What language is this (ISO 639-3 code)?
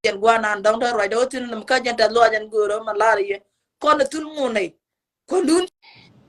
nus